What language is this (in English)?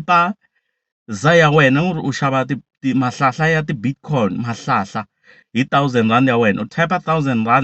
Tsonga